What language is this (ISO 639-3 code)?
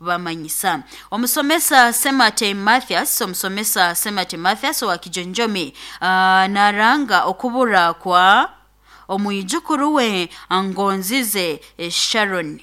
nyo